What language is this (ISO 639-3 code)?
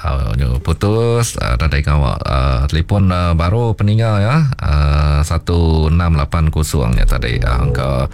iba